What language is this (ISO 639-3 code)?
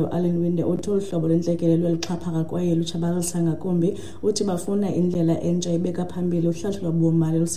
xho